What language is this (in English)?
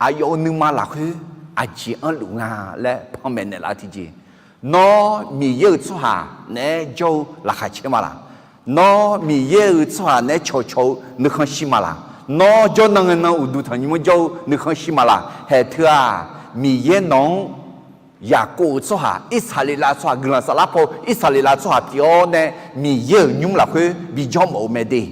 Akha